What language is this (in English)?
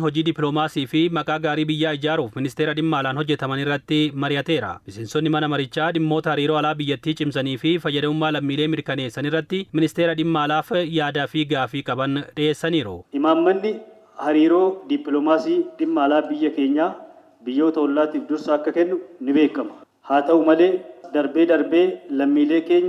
Oromo